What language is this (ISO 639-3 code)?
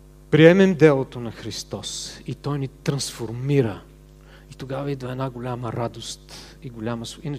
bul